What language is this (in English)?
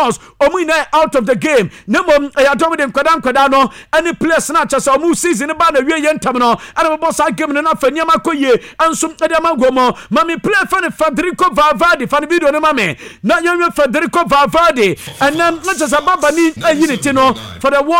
Akan